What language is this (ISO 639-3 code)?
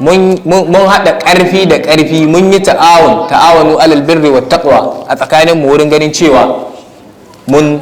hau